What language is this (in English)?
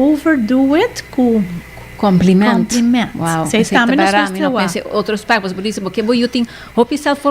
Papiamento